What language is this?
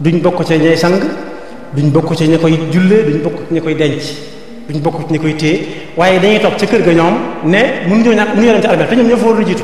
Wolof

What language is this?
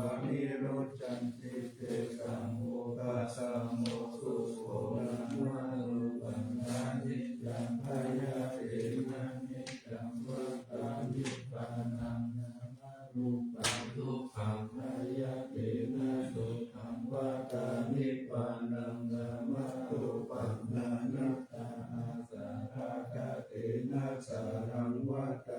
Pali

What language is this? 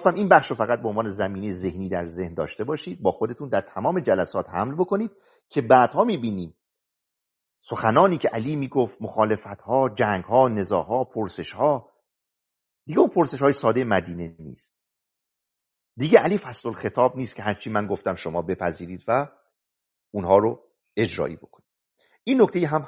Persian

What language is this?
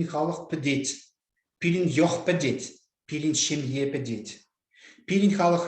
Chuvash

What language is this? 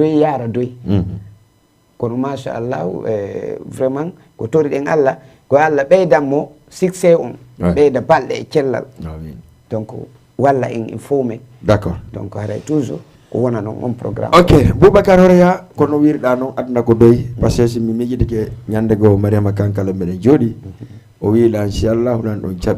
Fula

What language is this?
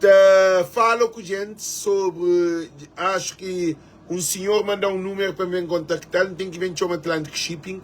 Kabuverdianu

